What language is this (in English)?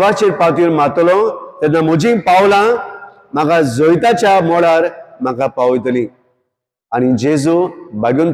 Konkani